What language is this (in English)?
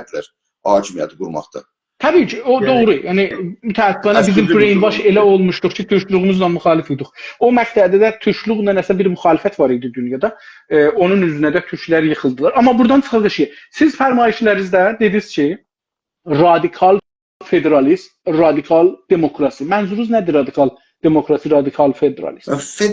South Azerbaijani